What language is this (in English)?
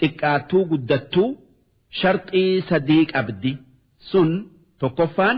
Oromo